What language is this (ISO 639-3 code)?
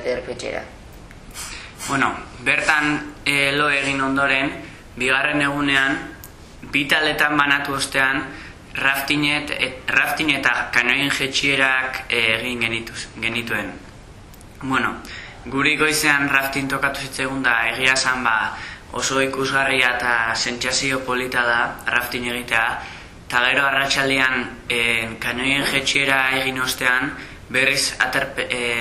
eus